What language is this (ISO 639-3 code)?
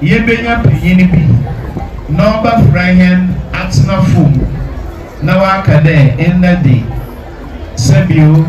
aka